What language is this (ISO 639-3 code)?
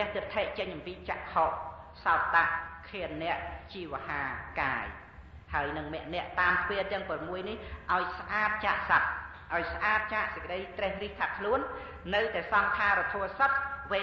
khm